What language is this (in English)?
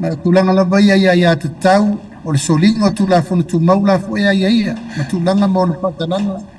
Samoan